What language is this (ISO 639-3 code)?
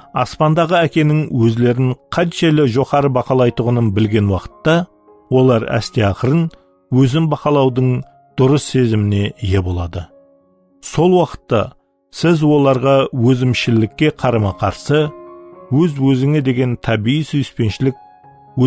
kaa